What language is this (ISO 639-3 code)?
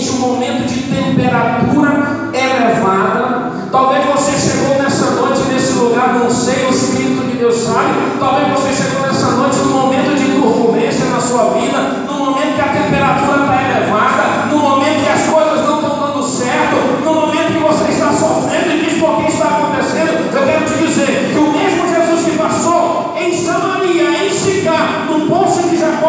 por